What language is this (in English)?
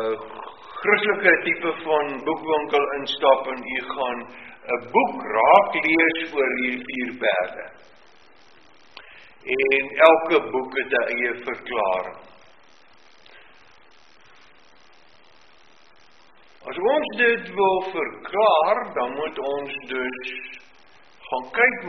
Afrikaans